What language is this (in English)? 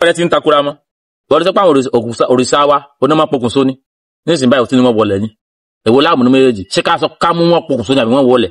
Yoruba